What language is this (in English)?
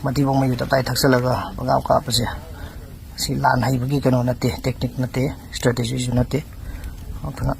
Manipuri